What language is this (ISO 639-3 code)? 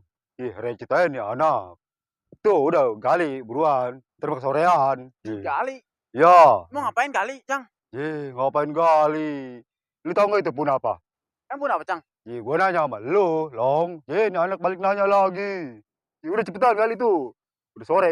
bew